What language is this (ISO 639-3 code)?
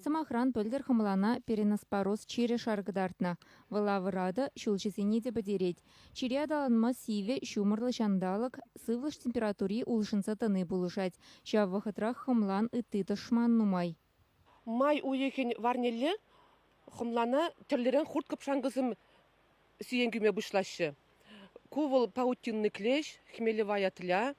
chv